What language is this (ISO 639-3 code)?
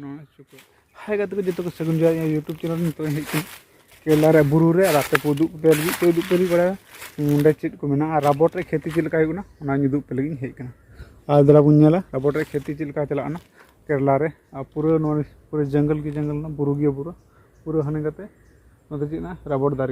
sat